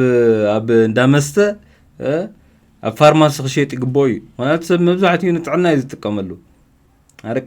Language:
Tigrinya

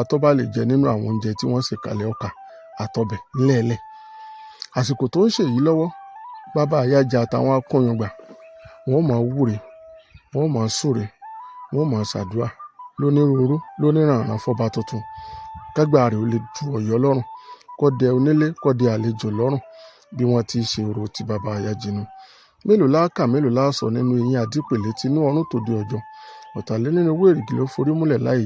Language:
Yoruba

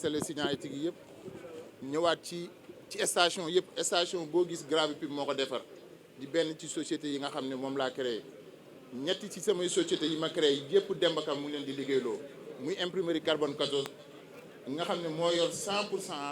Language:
Wolof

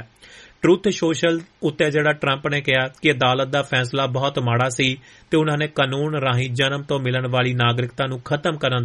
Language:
Punjabi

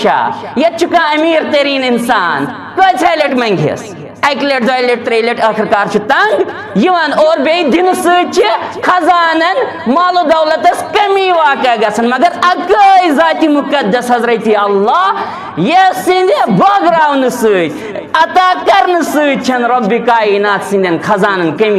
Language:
Kashmiri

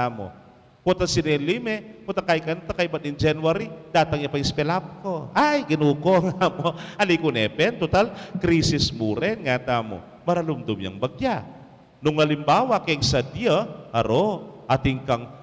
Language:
Pampanga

